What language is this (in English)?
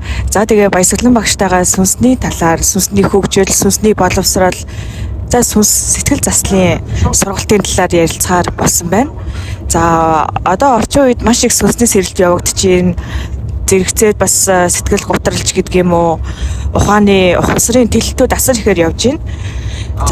Mongolian